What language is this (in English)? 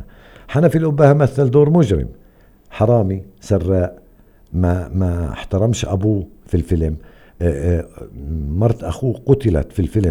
North Levantine Arabic